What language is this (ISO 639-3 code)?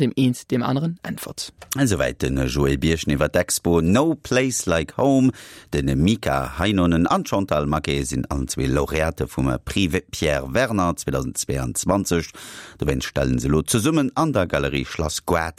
ltz